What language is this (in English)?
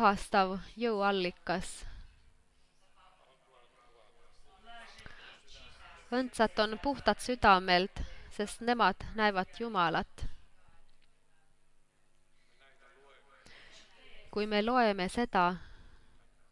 Estonian